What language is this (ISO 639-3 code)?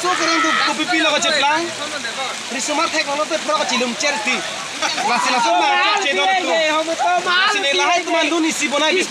mjw